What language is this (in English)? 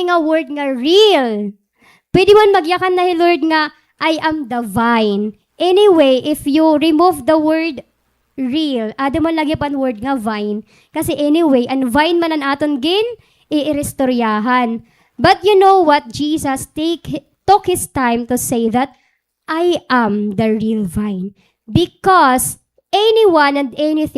Waray